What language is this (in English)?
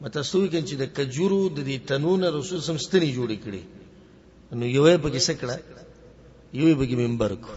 Pashto